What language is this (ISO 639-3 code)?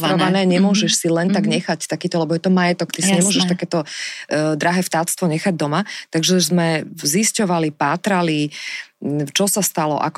slk